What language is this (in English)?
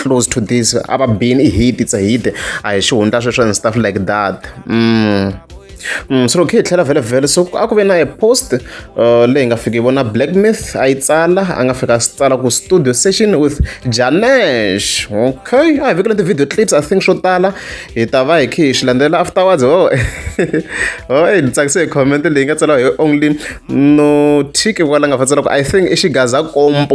Tsonga